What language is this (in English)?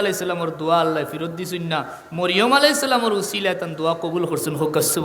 Sylheti